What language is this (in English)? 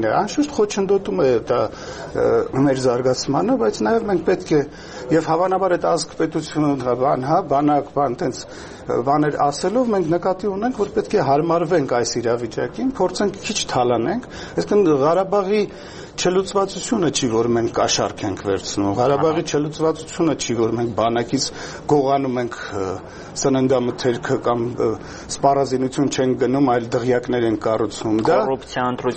Armenian